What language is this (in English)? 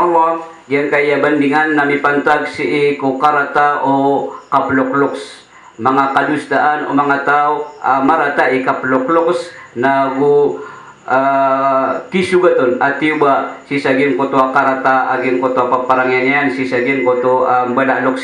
Maranao